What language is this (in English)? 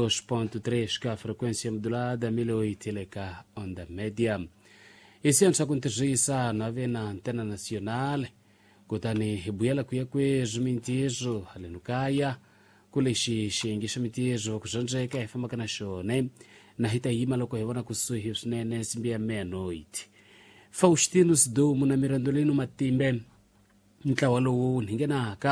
Tsonga